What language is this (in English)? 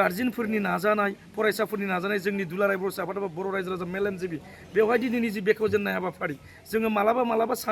Bodo